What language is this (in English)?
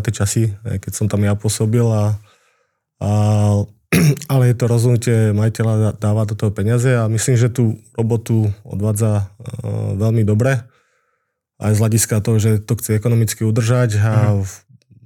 Slovak